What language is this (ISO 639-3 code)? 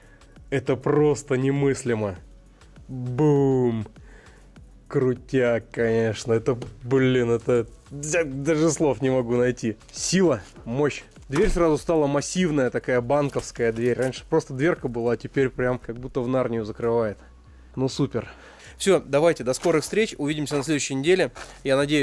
rus